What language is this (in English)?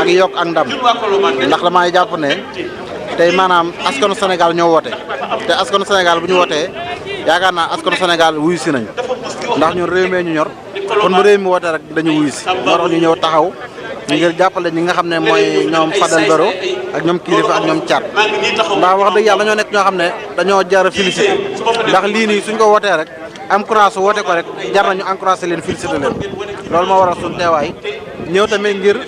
Wolof